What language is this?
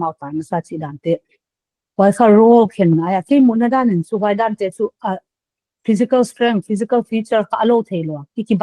Paite Chin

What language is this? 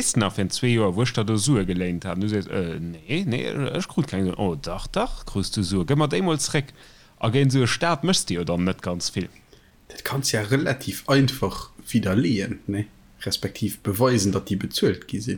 Luxembourgish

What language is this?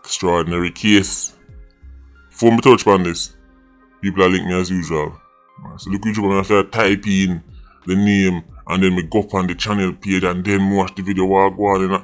Jamaican Creole English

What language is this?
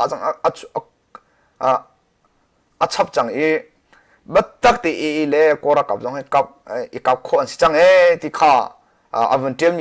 Hakha Chin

